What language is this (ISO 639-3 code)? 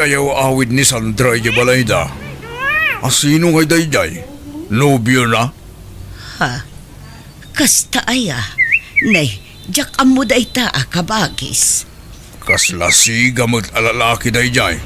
ilo